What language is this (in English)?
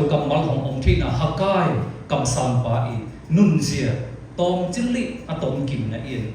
Siyin Chin